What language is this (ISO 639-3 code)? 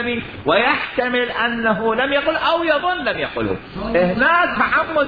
acm